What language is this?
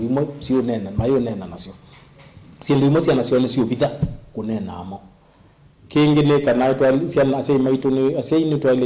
Kamba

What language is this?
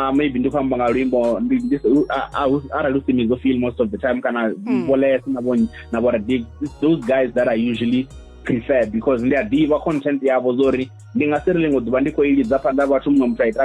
Venda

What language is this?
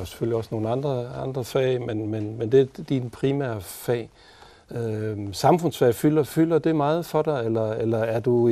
Danish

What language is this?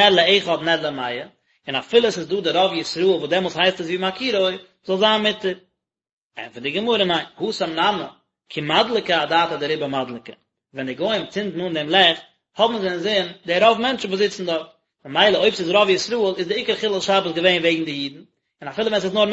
Yiddish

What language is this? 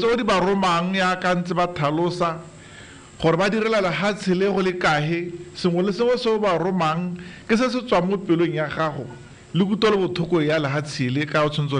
Tswana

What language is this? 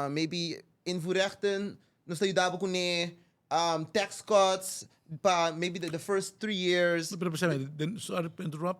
Papiamento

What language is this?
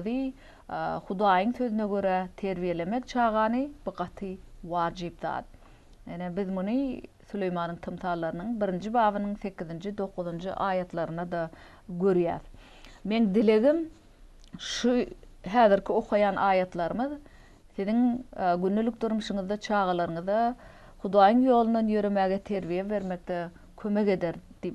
Turkmen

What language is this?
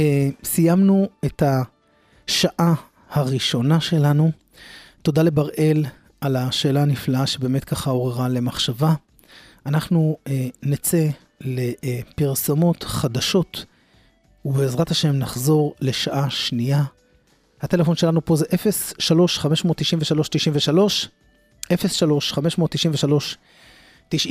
Hebrew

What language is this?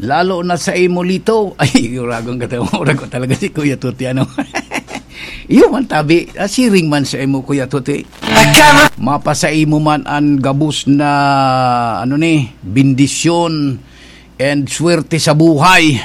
Bikol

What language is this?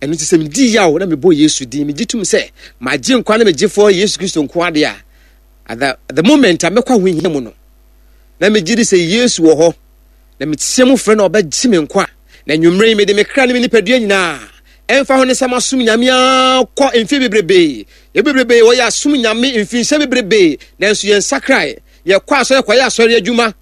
Akan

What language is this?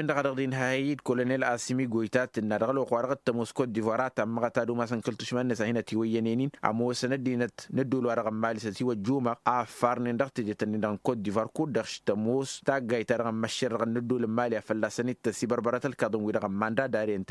Tamasheq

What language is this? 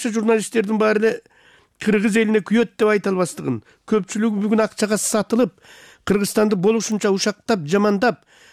Kyrgyz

